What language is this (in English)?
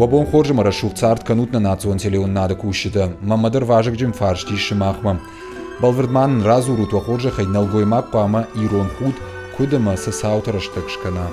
Ossetic